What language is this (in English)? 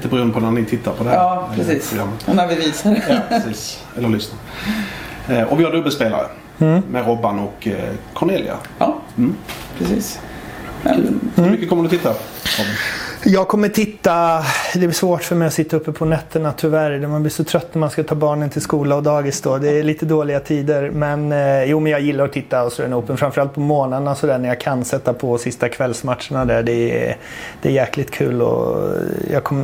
Swedish